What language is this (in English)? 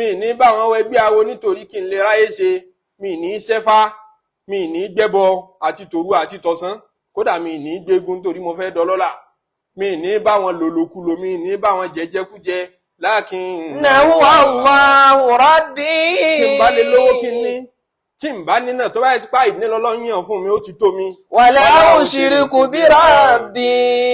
Yoruba